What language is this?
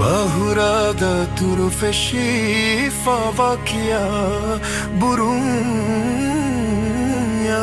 Divehi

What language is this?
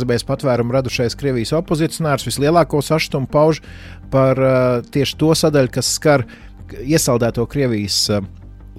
Latvian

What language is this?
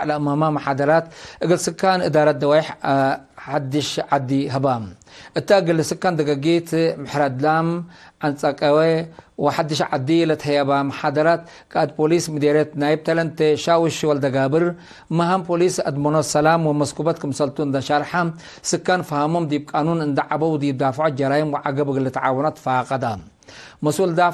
Tigre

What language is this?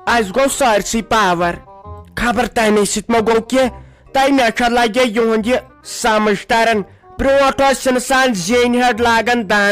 Kashmiri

